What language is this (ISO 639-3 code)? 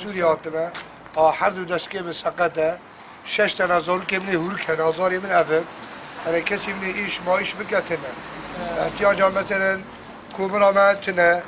kur